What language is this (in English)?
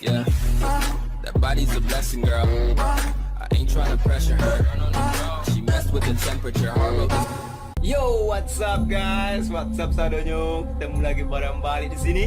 Minangkabau